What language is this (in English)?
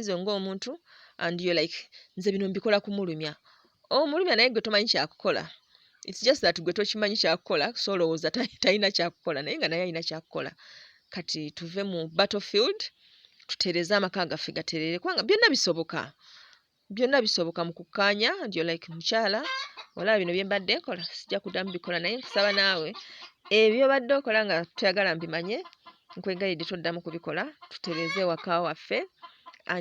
Ganda